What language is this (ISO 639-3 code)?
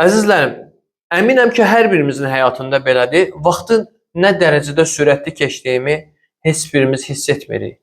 aze